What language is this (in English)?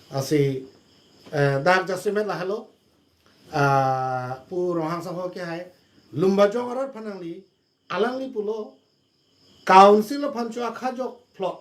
Karbi